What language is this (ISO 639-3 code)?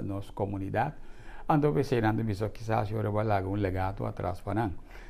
pap